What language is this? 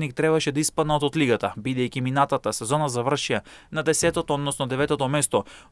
Macedonian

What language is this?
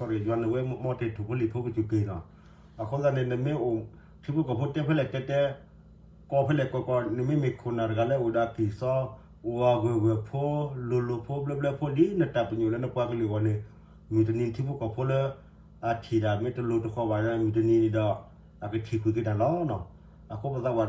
S'gaw Karen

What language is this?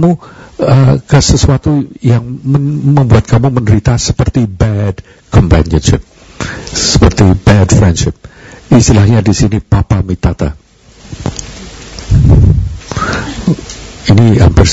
Indonesian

